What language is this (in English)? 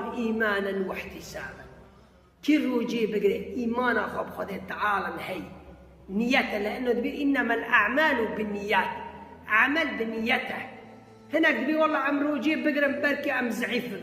Kurdish